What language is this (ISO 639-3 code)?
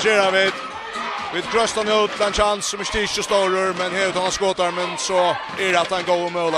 fao